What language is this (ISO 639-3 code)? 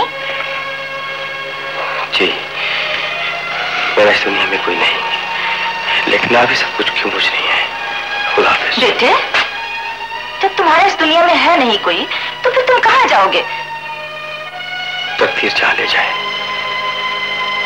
hin